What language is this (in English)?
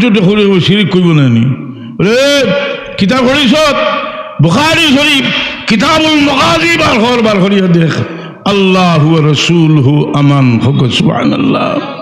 Sylheti